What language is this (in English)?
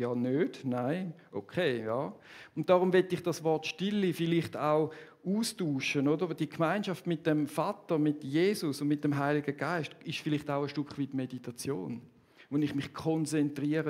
Swiss German